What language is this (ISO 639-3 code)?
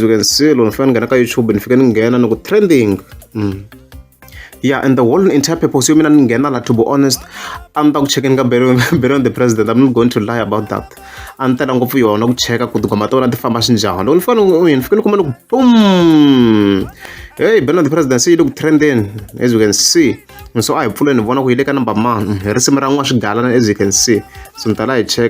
tso